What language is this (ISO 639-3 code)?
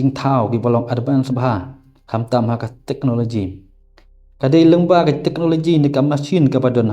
kha